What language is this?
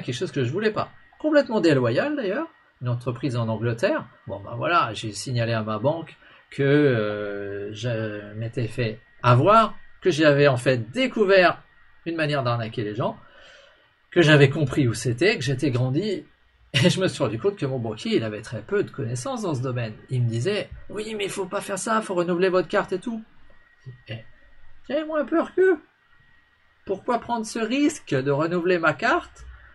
French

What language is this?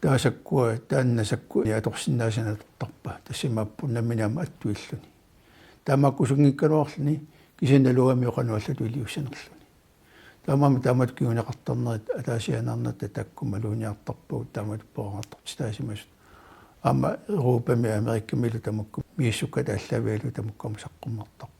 Kalaallisut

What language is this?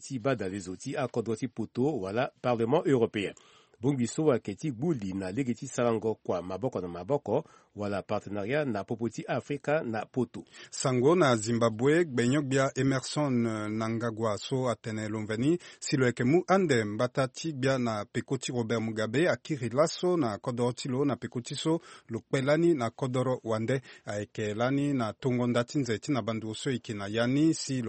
Sango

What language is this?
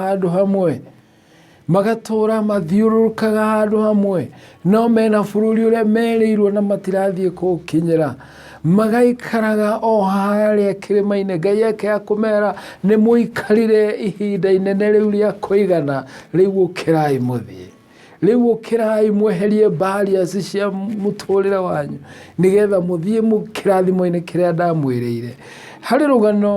Kikuyu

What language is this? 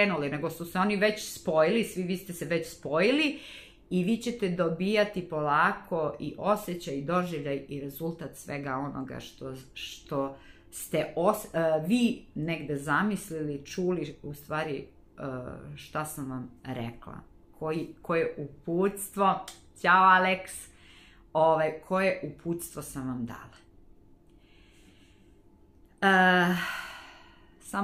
Serbian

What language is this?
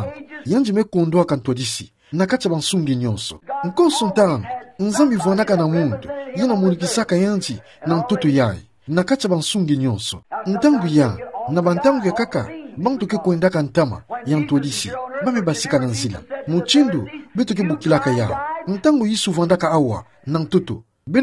Kituba (Democratic Republic of Congo)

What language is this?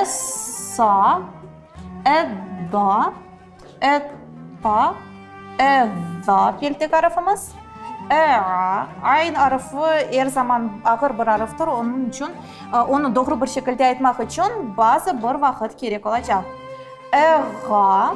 Crimean Tatar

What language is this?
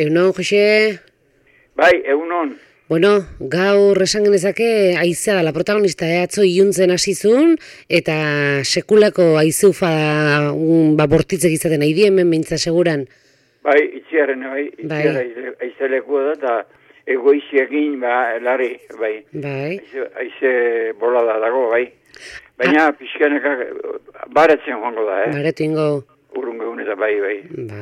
Basque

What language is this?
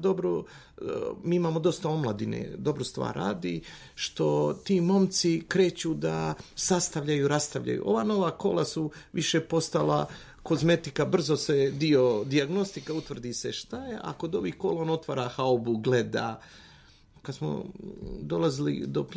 Bosnian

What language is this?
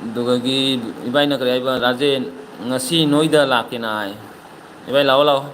Manipuri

